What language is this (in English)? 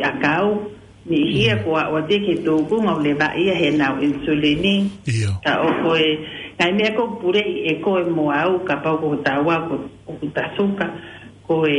Tongan